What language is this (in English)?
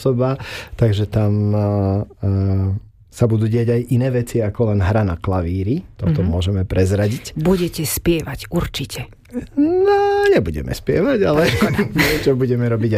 Slovak